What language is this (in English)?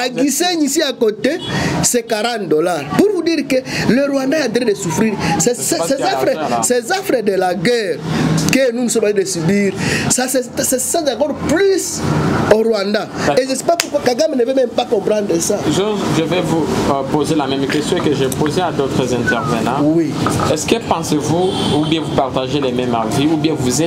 French